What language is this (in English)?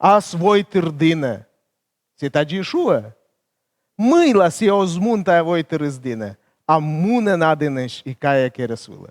Komi